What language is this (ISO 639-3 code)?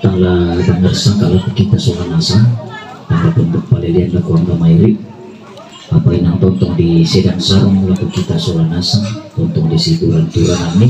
sda